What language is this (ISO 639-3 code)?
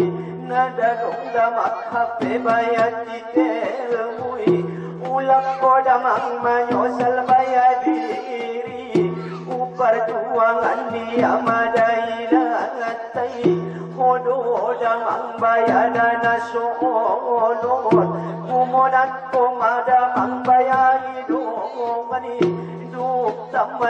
akb